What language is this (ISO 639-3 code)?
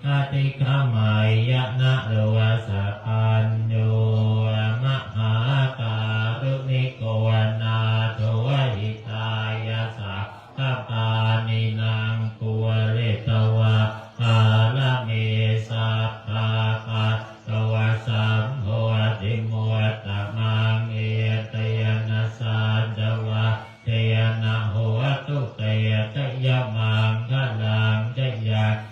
pli